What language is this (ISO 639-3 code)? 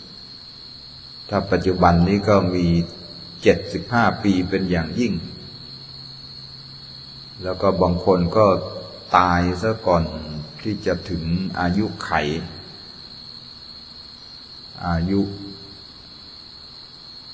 tha